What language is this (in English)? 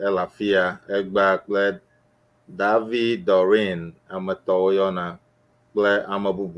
Ewe